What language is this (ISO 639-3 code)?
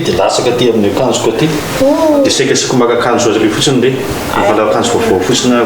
mlg